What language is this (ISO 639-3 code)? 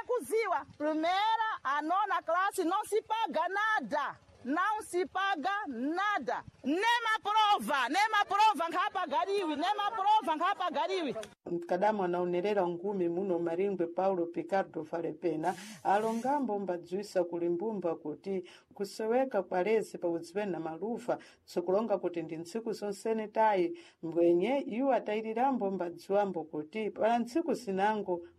seh